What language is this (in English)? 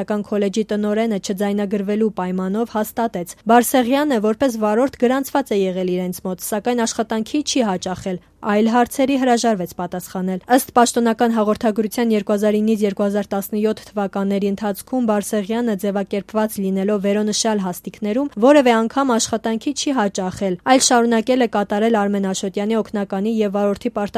Armenian